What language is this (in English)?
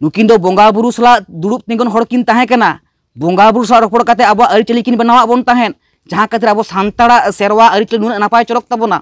Santali